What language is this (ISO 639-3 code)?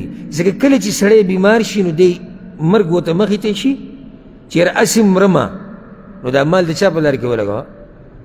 pus